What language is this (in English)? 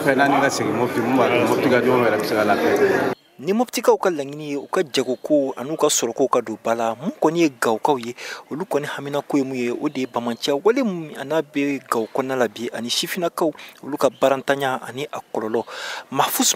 Bambara